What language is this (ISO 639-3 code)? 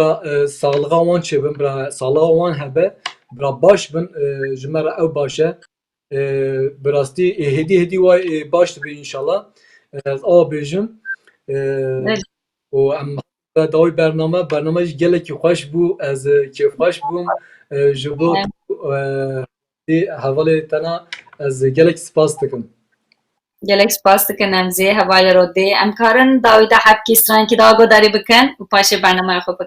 kur